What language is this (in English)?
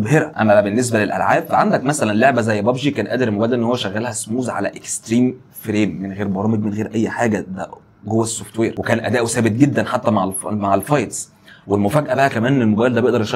Egyptian Arabic